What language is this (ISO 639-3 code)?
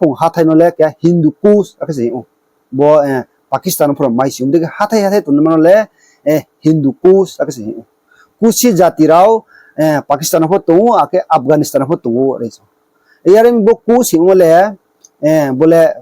ria